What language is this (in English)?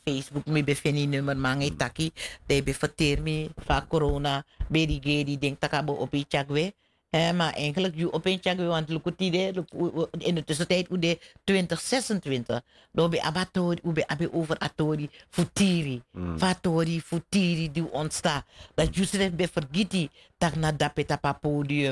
Sranan Tongo